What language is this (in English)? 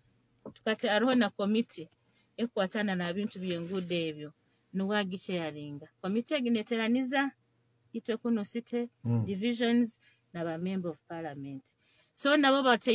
Nyoro